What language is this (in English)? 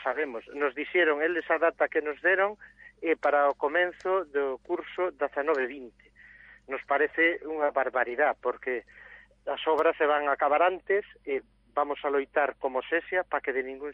Galician